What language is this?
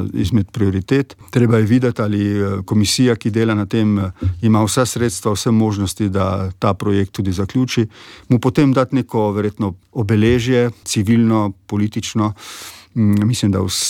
Slovenian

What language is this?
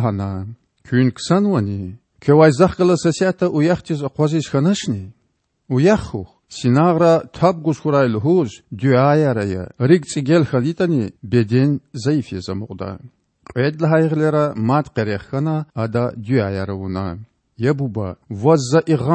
Lezghian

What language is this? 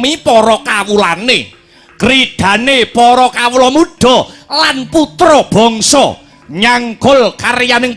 Javanese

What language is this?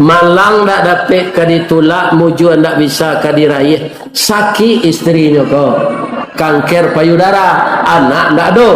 Minangkabau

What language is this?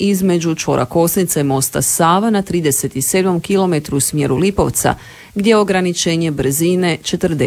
Croatian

